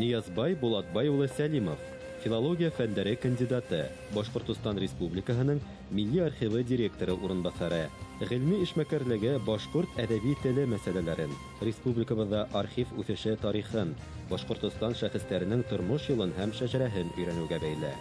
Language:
Bashkir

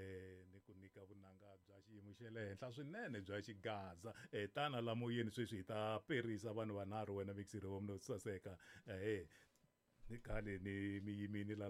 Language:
Tsonga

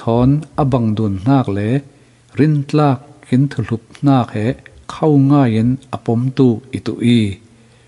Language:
Falam Chin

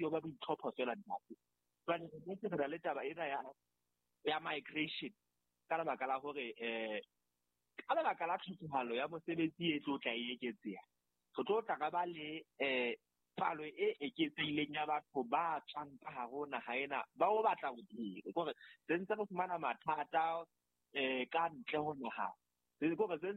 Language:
Southern Sotho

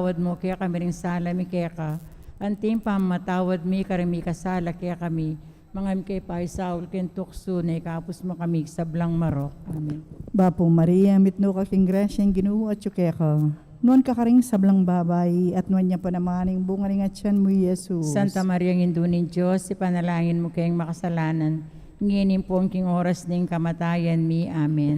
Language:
Pampanga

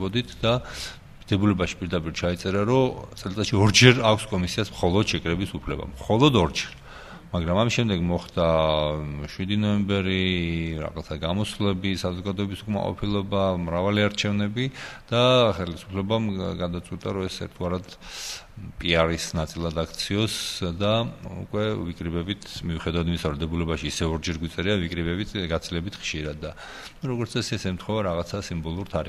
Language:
Georgian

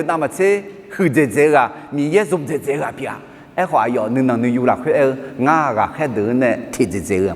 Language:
Akha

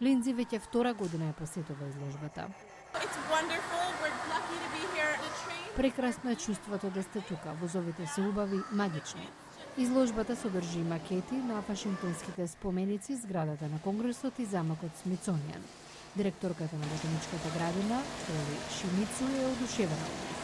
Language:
Macedonian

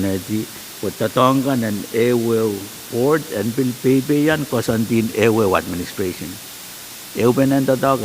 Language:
Pohnpeian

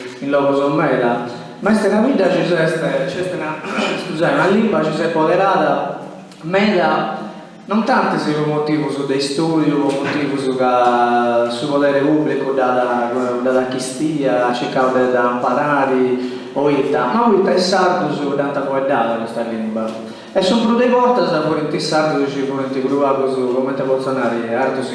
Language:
Sardinian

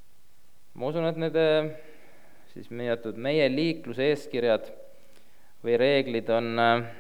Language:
Estonian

